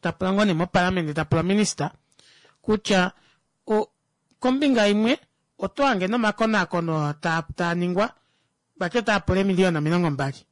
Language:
Kuanyama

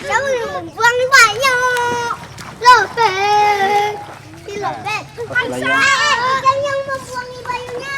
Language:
Banjar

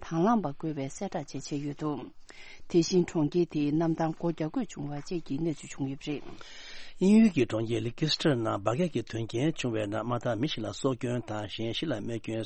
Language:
Tibetan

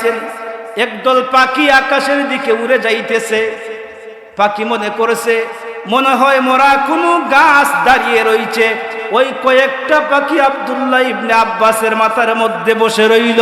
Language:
Sylheti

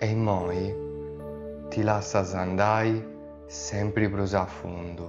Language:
Sardinian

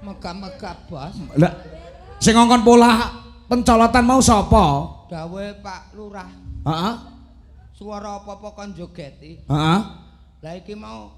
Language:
Javanese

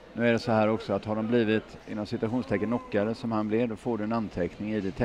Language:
Swedish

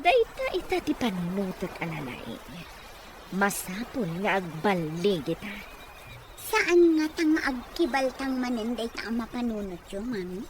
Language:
Iloko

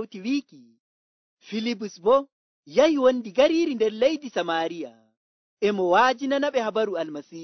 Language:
Nigerian Fulfulde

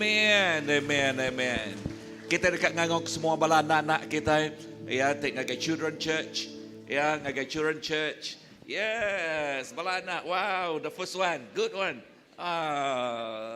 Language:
Iban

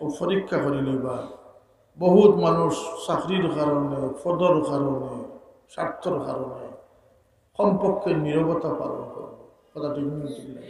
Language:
Sylheti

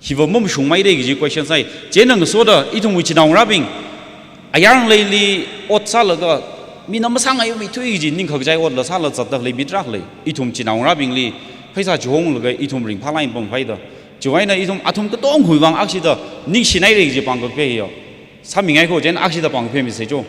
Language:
Tangkhul Naga (India)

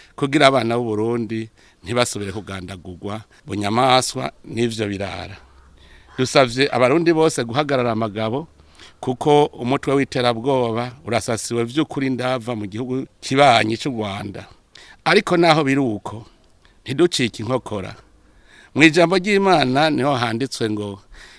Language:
Rundi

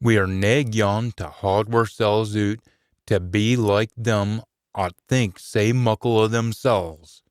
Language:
Scots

